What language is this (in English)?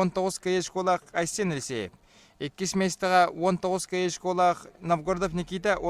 Yakut